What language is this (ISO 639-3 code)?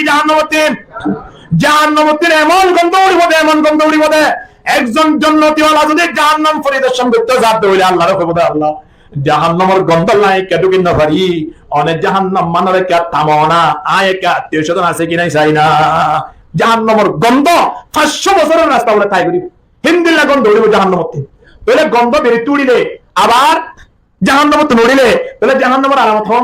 rhg